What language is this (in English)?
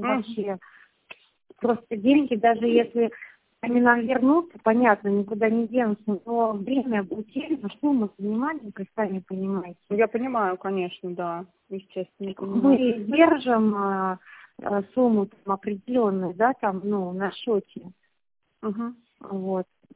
Russian